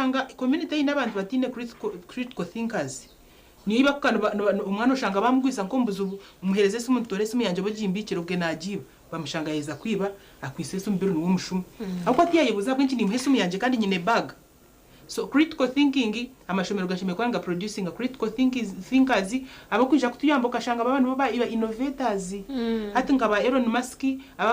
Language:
Nyankole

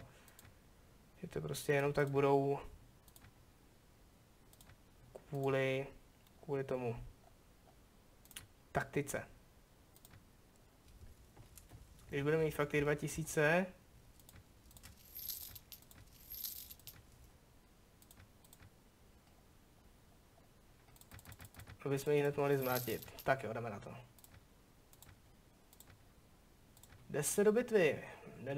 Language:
Czech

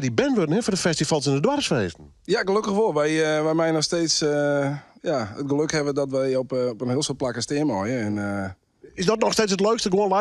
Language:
Western Frisian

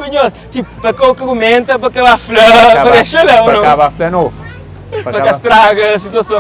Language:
Kabuverdianu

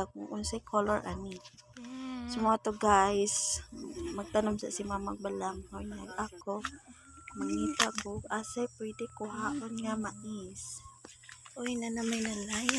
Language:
Cebuano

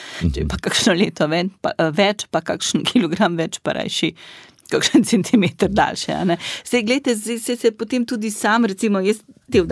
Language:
Slovenian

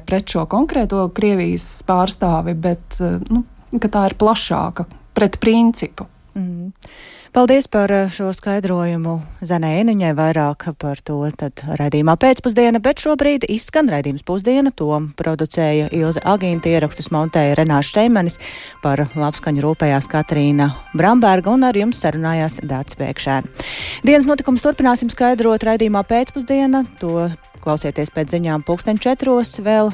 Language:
Latvian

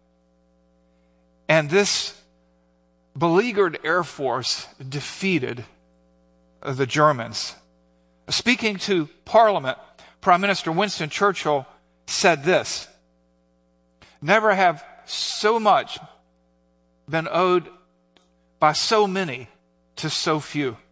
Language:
English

